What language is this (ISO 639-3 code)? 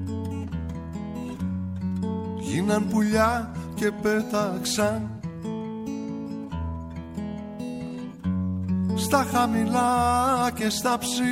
ell